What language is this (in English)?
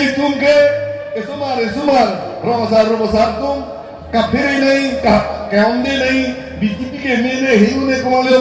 Karbi